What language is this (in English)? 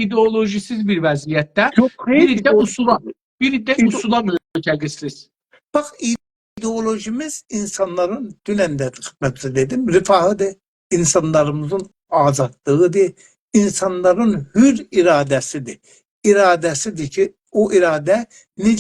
South Azerbaijani